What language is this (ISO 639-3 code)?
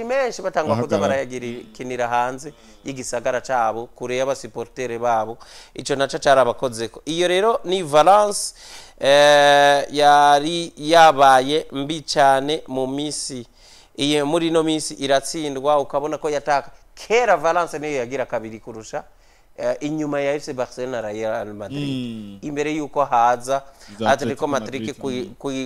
run